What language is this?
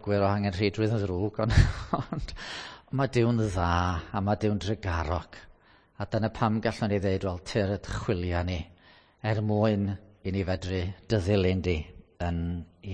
Welsh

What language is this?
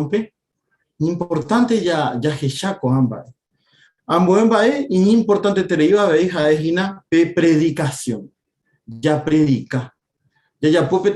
Guarani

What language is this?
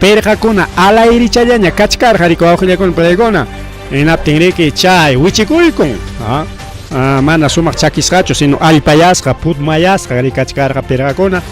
Ayacucho Quechua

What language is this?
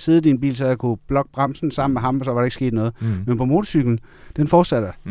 Danish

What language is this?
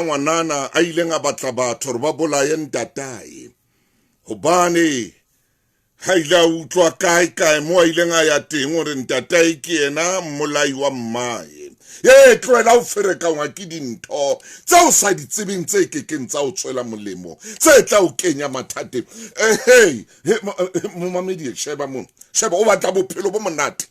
Southern Sotho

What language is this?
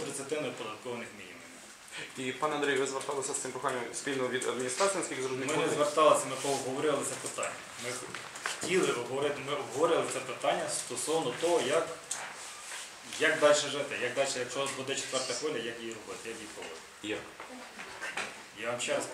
Ukrainian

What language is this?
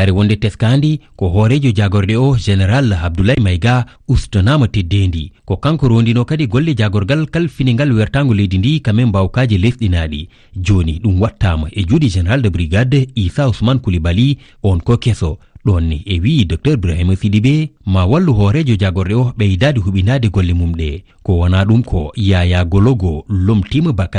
Fula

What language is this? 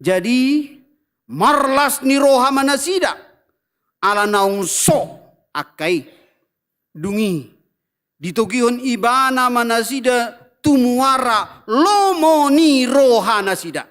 Batak Toba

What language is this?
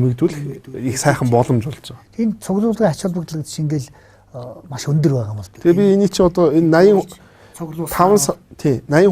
Mongolian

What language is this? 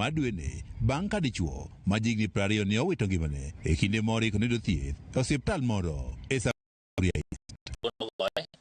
Luo (Kenya and Tanzania)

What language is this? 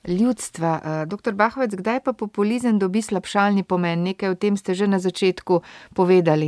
Slovenian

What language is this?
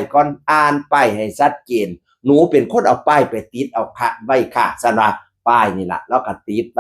Northeastern Thai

